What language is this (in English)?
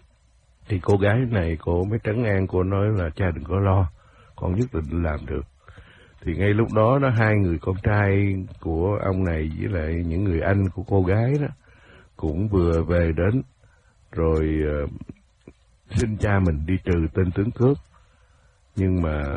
Vietnamese